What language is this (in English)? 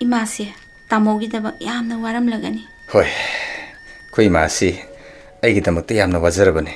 Manipuri